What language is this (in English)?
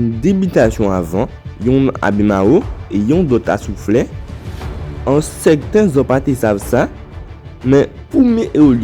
Guadeloupean Creole French